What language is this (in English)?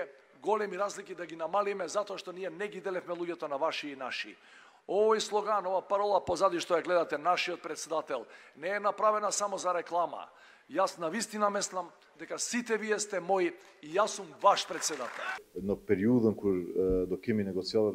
Macedonian